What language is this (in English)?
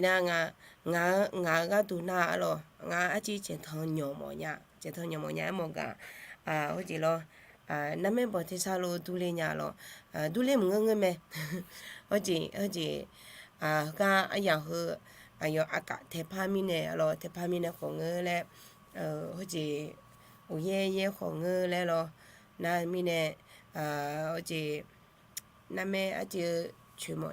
Akha